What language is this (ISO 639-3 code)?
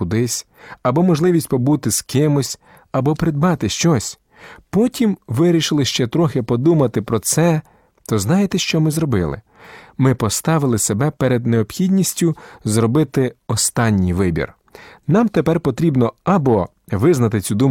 ukr